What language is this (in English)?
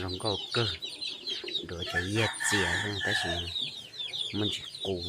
Hmong